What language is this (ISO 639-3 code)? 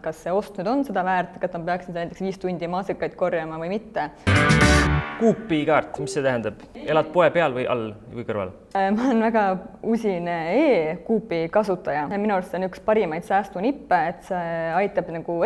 est